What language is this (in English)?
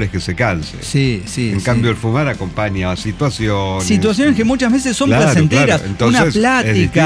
Spanish